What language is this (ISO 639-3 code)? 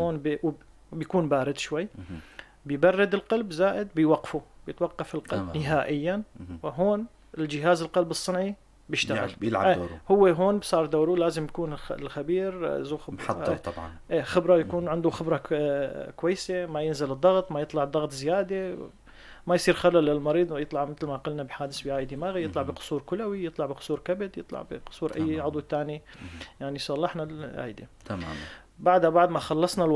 apc